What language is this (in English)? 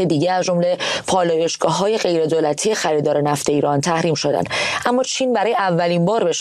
Persian